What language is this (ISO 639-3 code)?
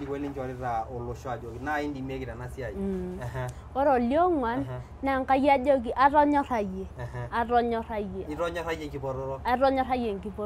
mas